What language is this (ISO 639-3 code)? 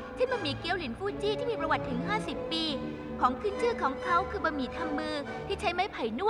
tha